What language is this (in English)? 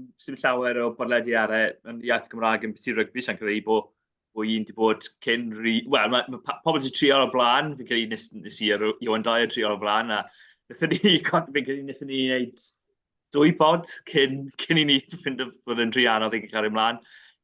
Welsh